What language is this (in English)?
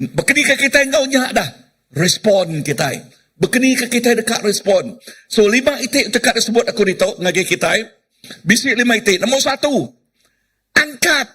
Iban